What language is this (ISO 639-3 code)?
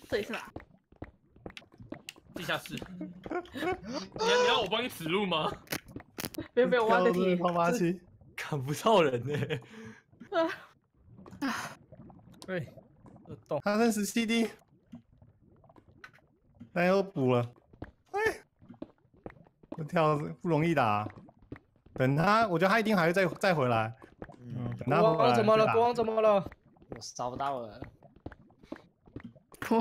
zho